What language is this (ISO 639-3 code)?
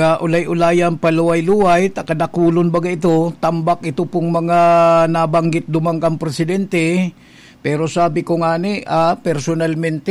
bik